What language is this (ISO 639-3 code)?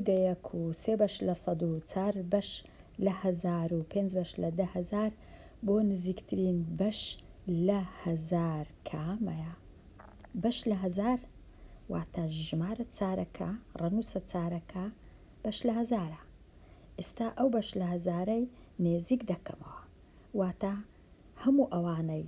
ckb